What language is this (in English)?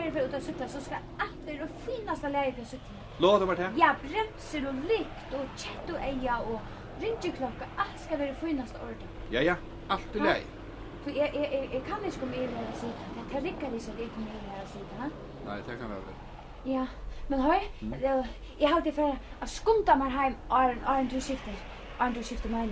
Faroese